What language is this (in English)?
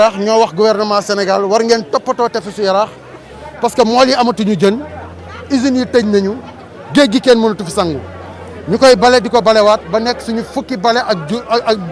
Wolof